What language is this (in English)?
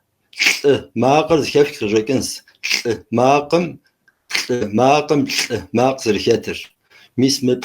Kabardian